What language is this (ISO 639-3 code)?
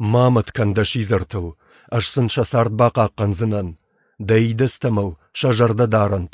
oss